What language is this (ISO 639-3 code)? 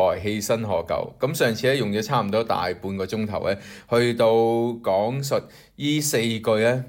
yue